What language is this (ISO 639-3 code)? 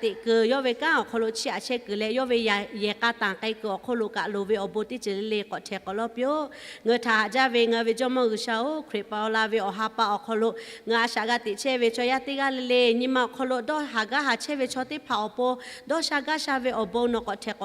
lhu